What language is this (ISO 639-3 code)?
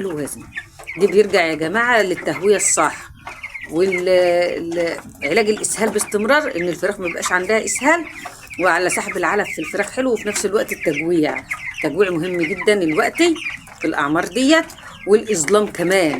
arz